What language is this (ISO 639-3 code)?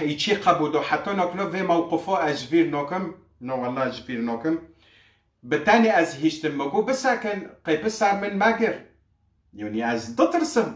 kur